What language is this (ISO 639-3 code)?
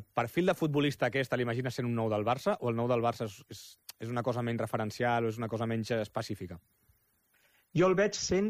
cat